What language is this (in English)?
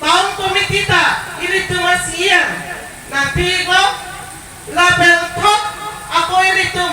Karbi